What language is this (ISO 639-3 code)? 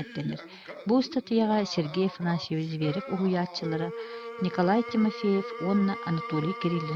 sah